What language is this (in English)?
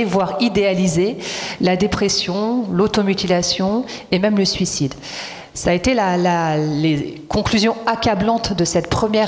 French